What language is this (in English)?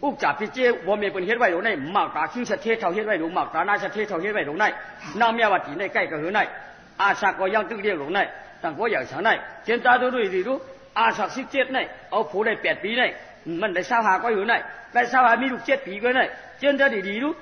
Shan